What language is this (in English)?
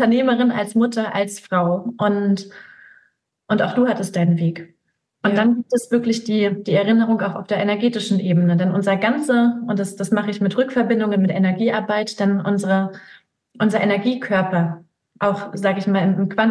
German